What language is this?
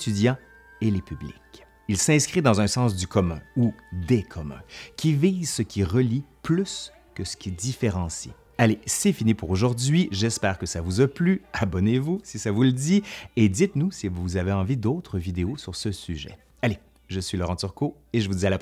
French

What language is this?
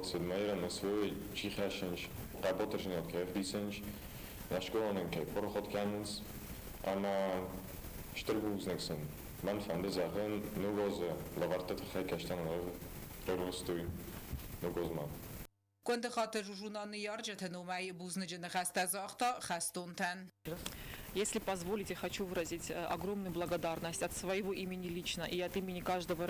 Ossetic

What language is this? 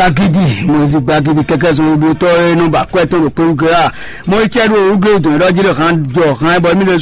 Fon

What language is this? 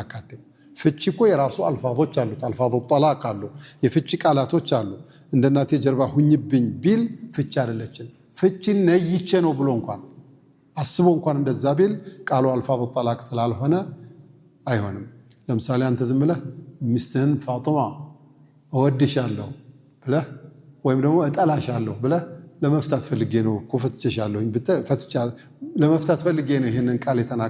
Amharic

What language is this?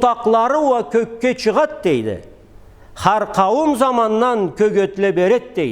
Karachay-Balkar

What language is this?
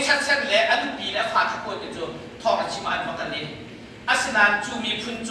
Hakha Chin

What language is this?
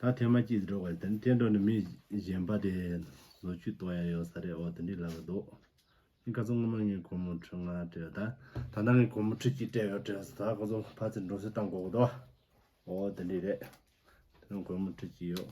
Tibetan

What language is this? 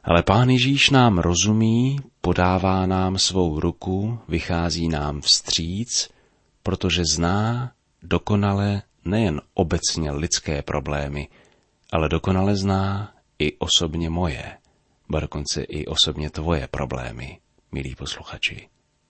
Czech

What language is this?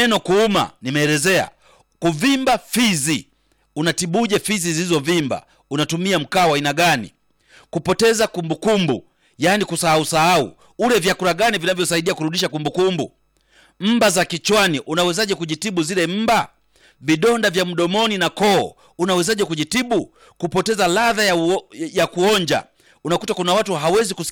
Swahili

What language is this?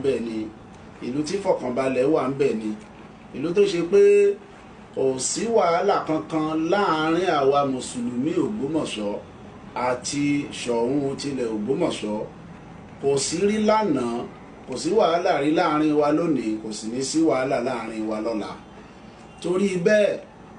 Yoruba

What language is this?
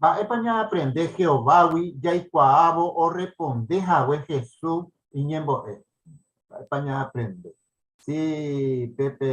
Guarani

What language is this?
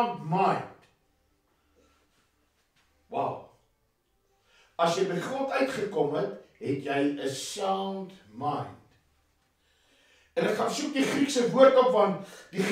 Afrikaans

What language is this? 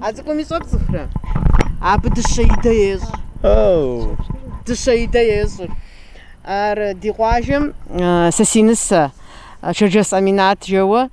Kabardian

